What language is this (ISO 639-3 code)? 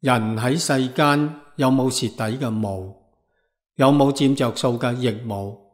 yue